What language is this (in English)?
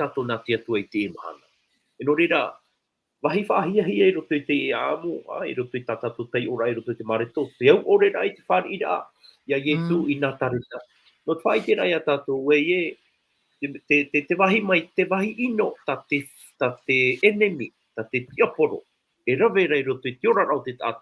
Tahitian